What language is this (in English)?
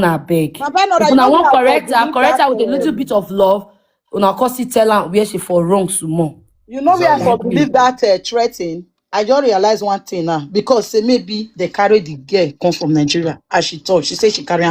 Nigerian Pidgin